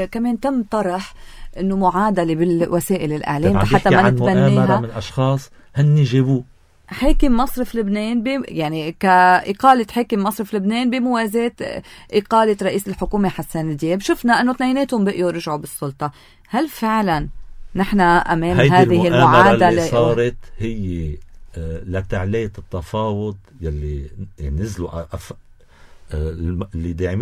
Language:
North Levantine Arabic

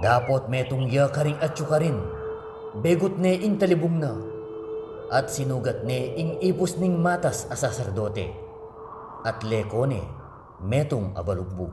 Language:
Pampanga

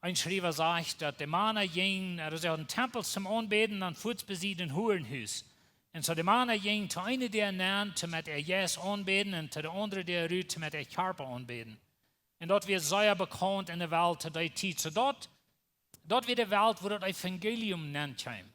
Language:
Plautdietsch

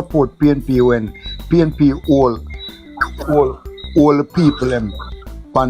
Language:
Jamaican Creole English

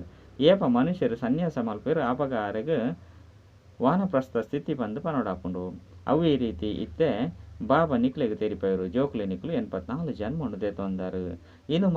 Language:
Tulu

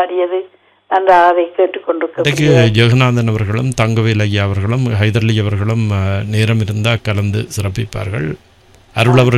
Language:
Tamil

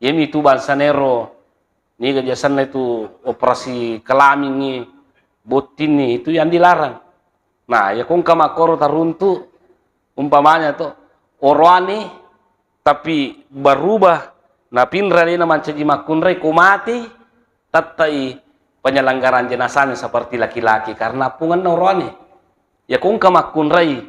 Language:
Buginese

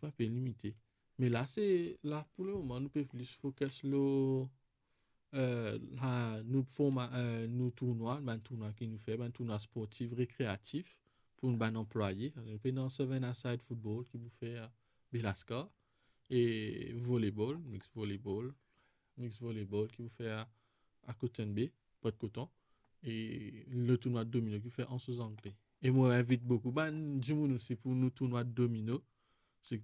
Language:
Morisyen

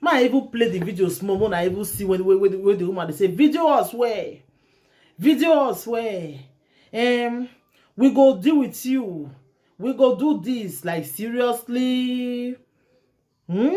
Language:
Nigerian Pidgin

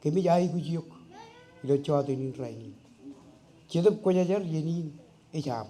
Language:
Marshallese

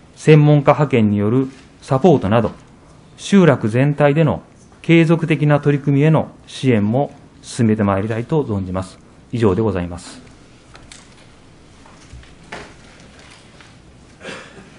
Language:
Japanese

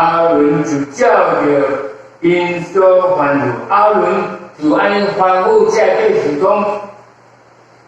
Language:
Min Nan Chinese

